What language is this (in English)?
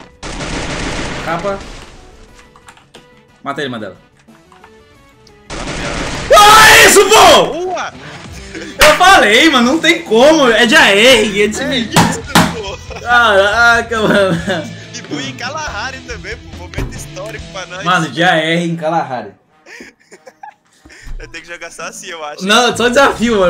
Portuguese